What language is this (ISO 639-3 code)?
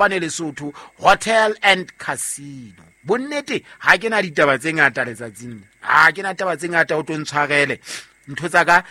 sot